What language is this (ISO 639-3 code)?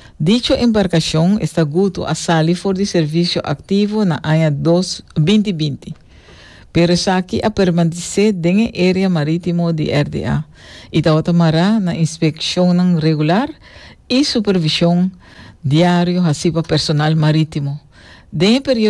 pap